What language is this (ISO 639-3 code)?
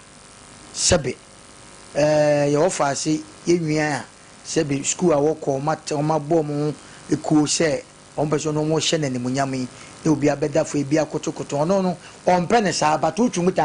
aka